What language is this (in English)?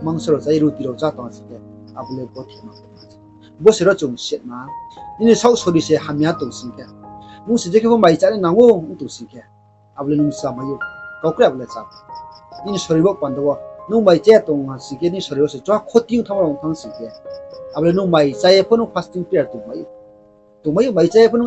Riang (India)